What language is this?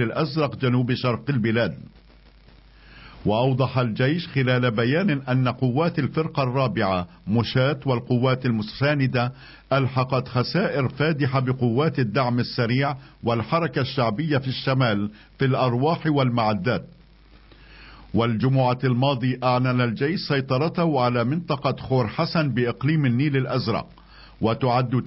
Arabic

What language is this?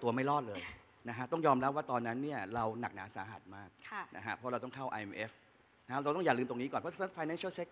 Thai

